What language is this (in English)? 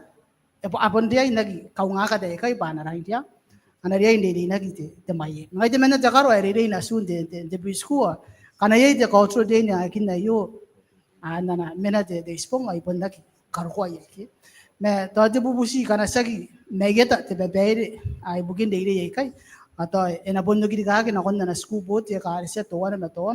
Gilbertese